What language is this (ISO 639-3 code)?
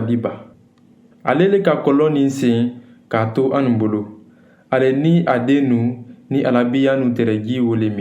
man